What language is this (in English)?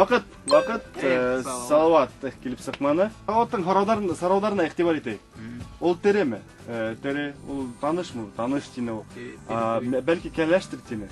Bashkir